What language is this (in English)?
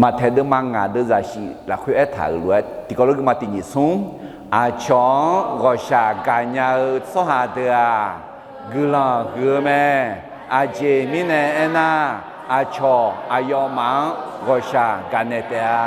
Akha